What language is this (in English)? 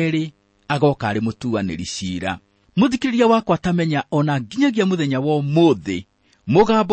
Kikuyu